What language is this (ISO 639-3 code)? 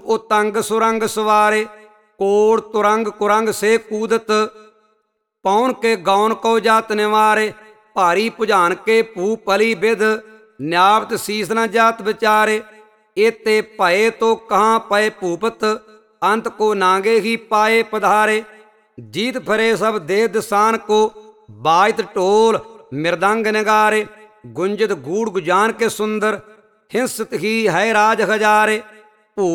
pan